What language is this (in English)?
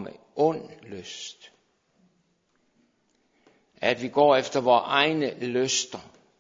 Danish